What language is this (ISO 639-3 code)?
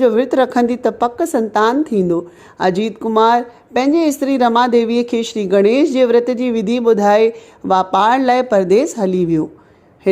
snd